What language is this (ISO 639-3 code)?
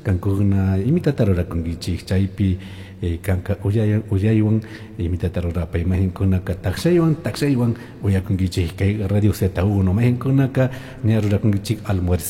qug